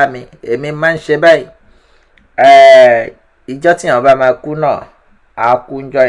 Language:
Yoruba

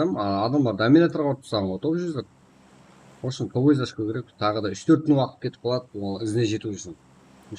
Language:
Kara-Kalpak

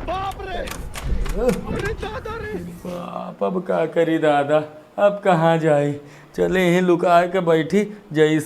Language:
Awadhi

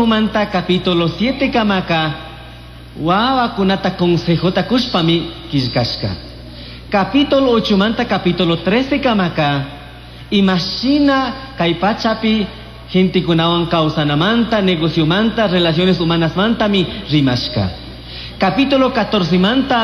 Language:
Chimborazo Highland Quichua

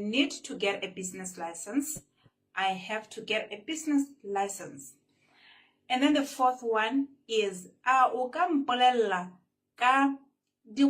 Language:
Tswana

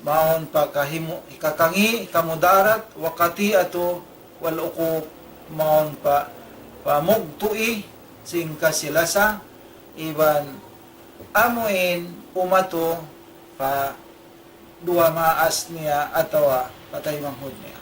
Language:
Tausug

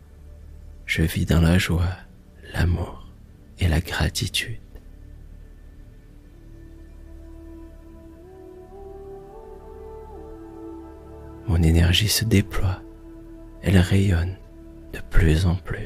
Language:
French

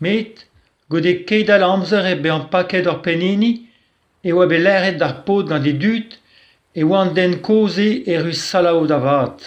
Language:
Breton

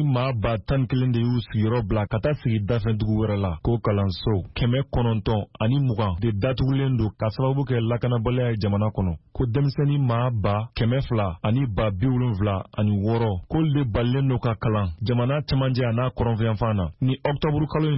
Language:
Bambara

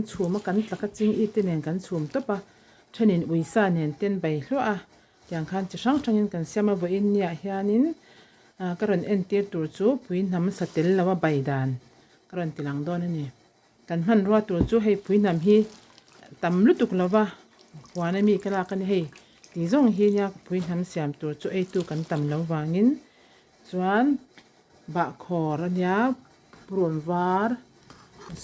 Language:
Mizo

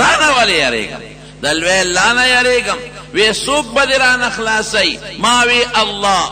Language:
Pashto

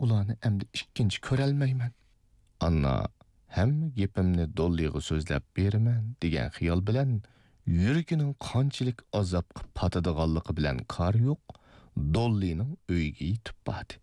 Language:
Uyghur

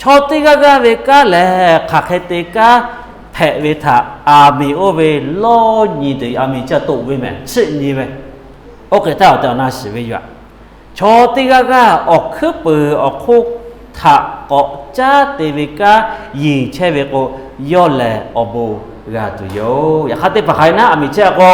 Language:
Lahu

